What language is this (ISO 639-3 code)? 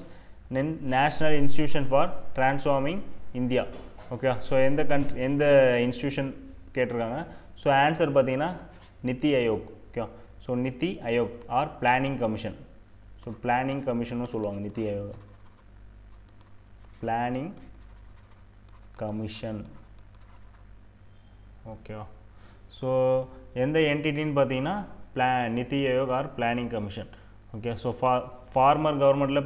tam